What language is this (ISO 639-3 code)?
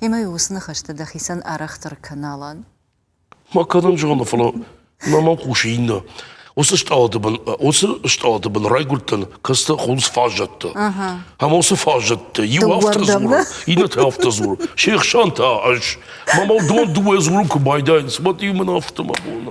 oss